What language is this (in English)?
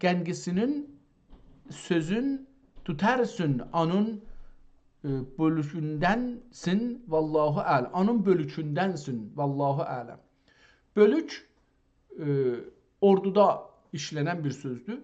South Azerbaijani